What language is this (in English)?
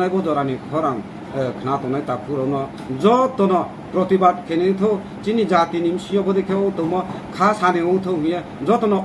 Riang (India)